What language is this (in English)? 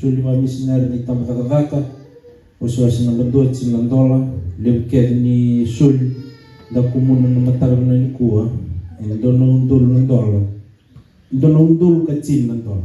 Fijian